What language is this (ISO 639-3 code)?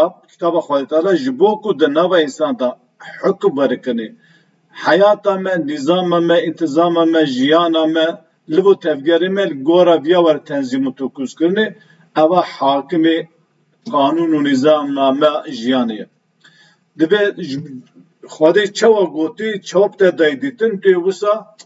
kur